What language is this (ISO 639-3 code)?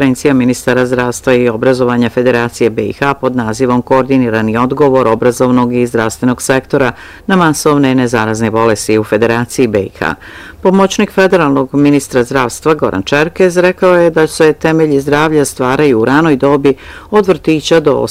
bos